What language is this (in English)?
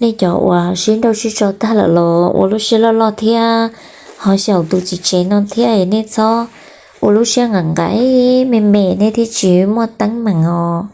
Hmong